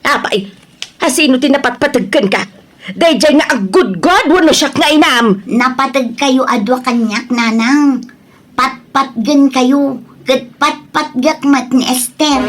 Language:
Iloko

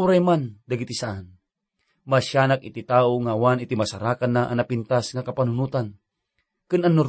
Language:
Iloko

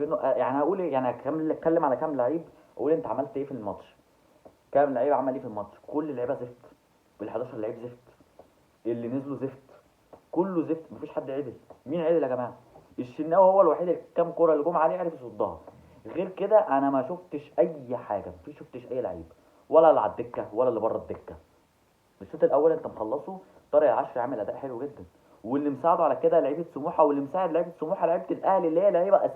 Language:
Egyptian Arabic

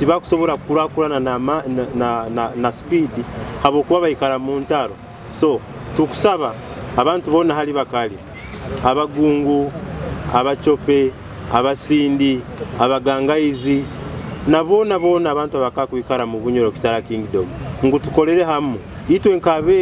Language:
Nyoro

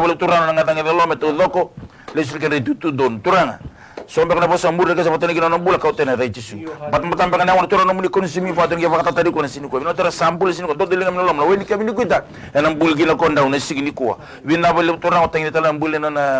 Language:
Fijian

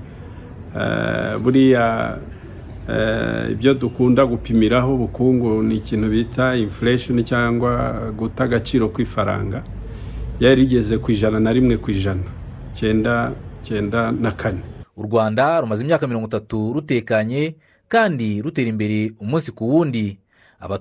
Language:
Kinyarwanda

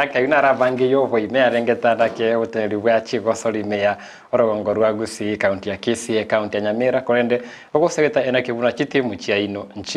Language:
Gusii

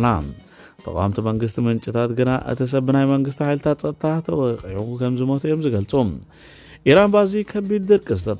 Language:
Tigrinya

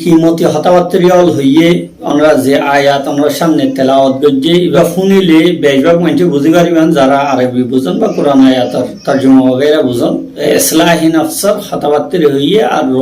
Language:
Rohingya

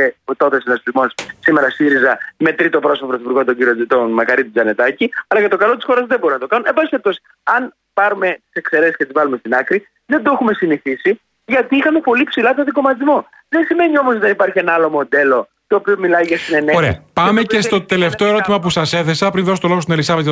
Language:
Greek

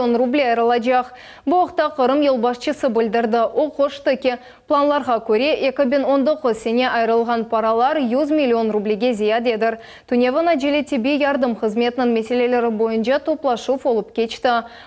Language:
Crimean Tatar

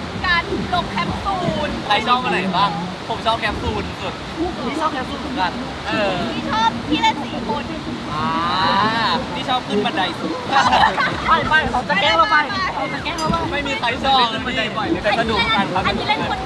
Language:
Thai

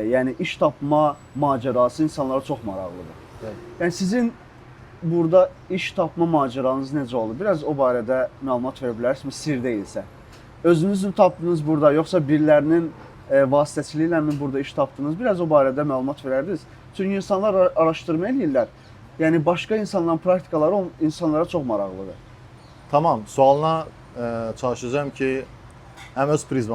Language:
Azerbaijani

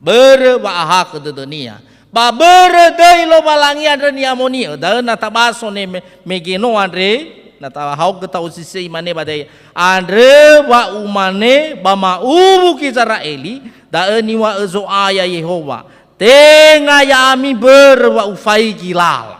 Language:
Nias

